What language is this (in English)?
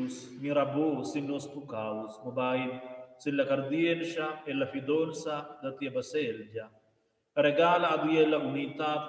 Romansh